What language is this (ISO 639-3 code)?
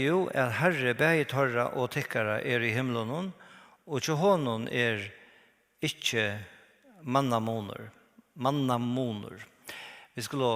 fao